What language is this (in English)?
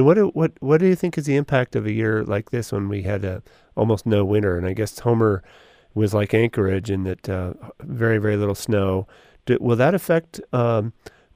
English